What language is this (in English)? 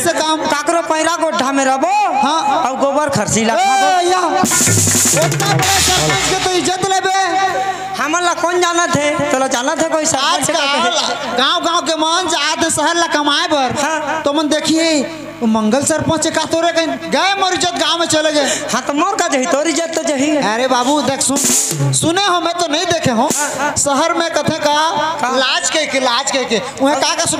Chhattisgarhi